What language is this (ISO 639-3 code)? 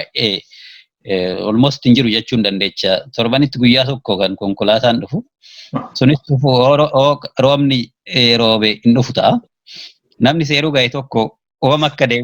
orm